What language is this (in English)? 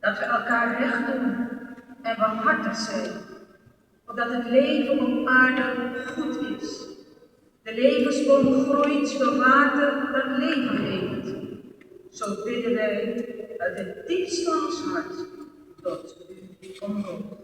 Papiamento